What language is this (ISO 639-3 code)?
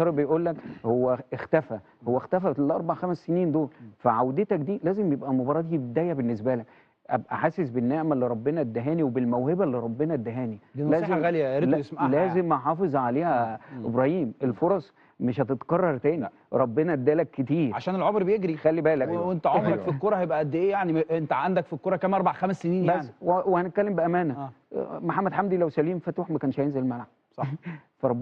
arz